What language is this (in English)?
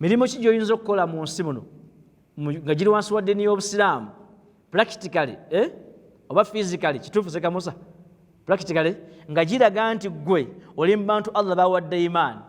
Ganda